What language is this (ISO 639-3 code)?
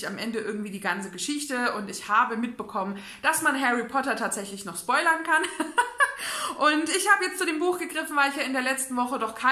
deu